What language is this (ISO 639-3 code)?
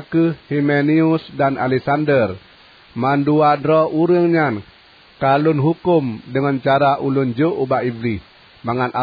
ace